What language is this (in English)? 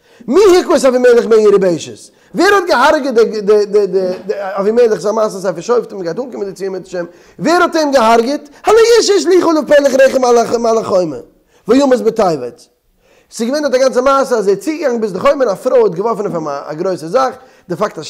Yiddish